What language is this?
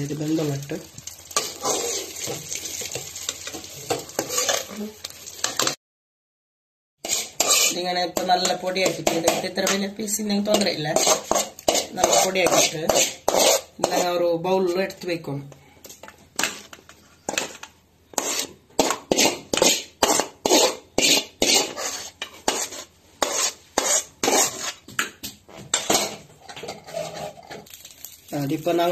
Malayalam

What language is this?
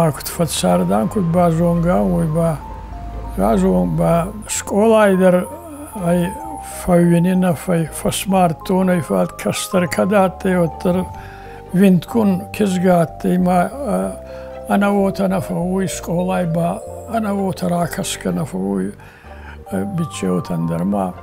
Ossetic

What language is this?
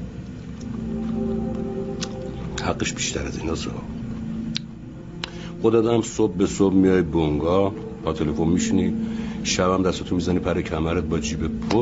Persian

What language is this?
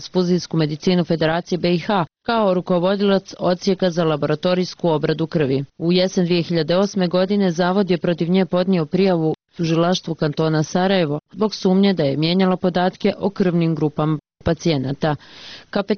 Bosnian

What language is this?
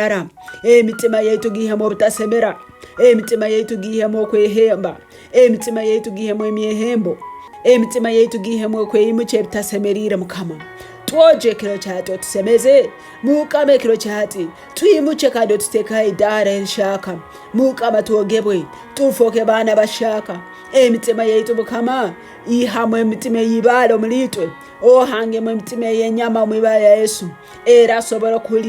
Tooro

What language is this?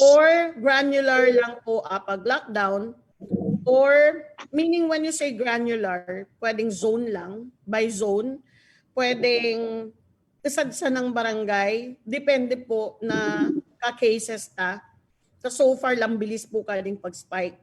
Bikol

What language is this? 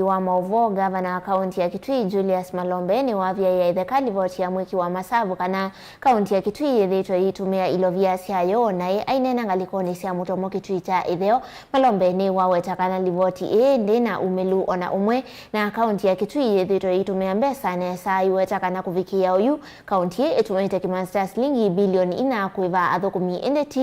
Kamba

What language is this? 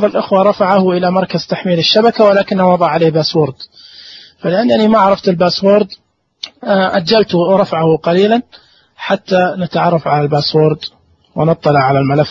Najdi Arabic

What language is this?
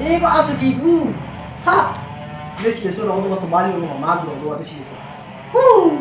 Nias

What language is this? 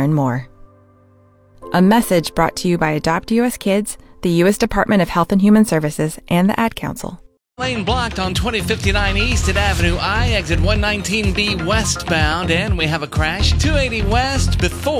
English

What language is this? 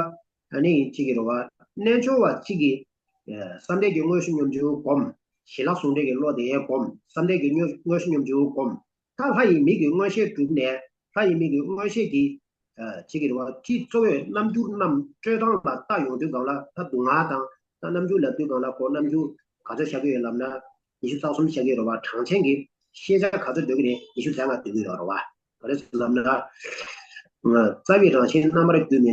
Tibetan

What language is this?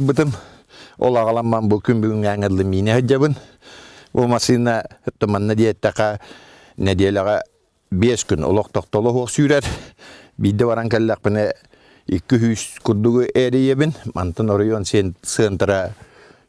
Yakut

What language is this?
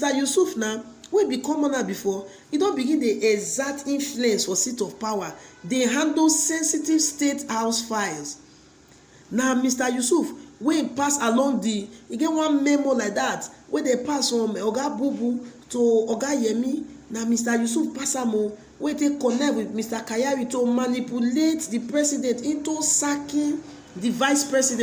Nigerian Pidgin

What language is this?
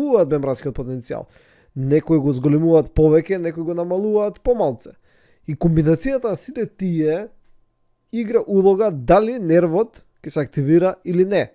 Macedonian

